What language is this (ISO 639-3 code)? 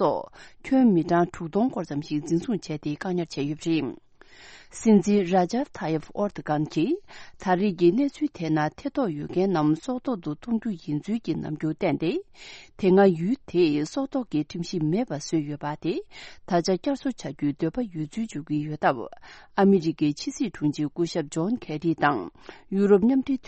bod